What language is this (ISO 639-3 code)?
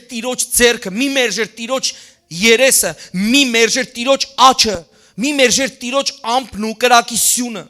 hyw